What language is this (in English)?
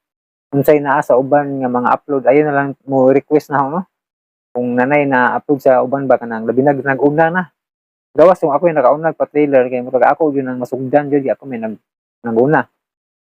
Cebuano